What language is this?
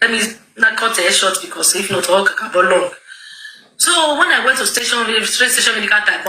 Nigerian Pidgin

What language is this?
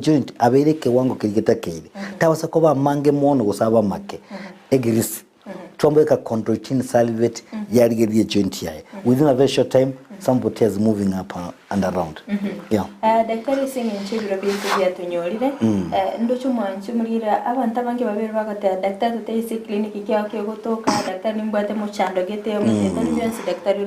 Gusii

